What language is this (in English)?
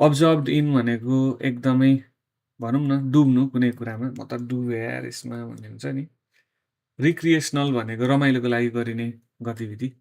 Nepali